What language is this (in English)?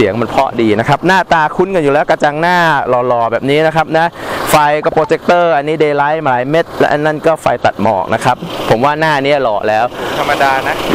Thai